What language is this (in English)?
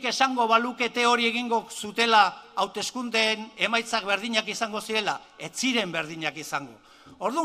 Basque